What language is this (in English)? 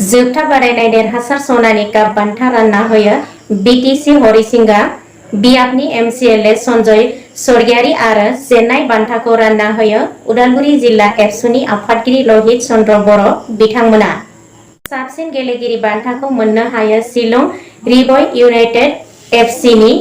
Bodo